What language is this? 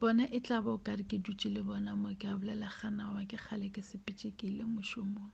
Northern Sotho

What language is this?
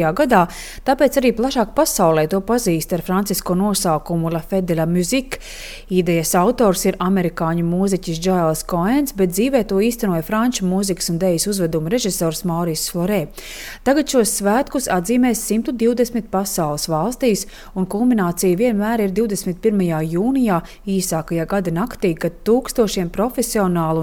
Latvian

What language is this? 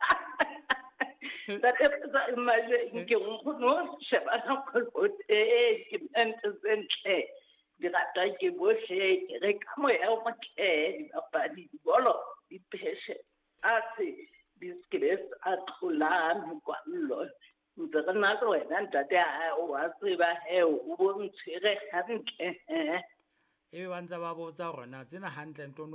Southern Sotho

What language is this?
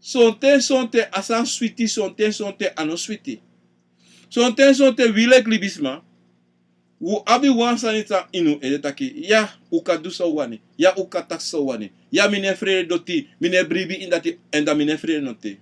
Sranan Tongo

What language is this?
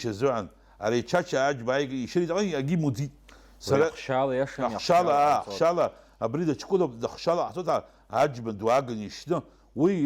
Abkhazian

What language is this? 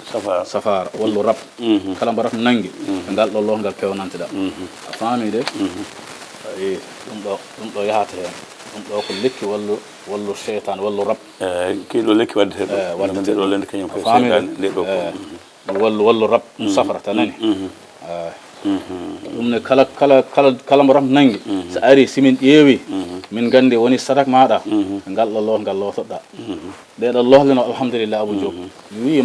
Fula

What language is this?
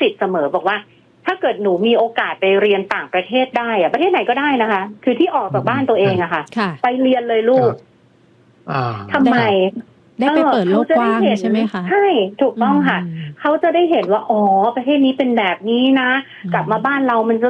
Thai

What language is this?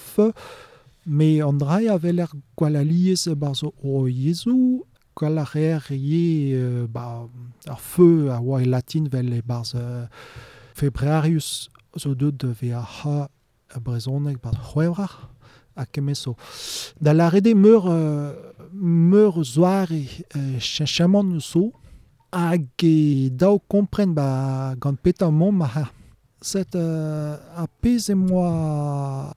Breton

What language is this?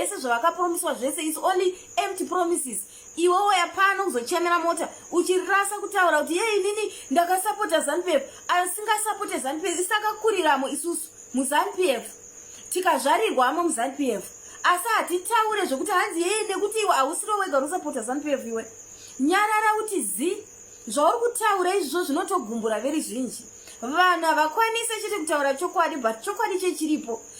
Shona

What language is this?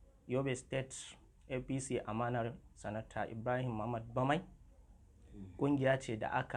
Hausa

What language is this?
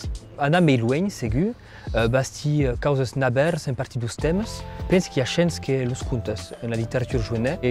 Occitan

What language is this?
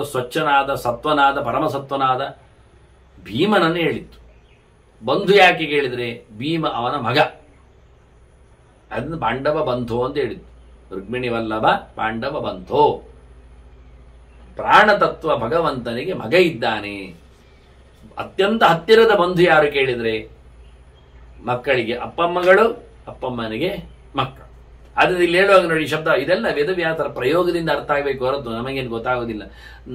Kannada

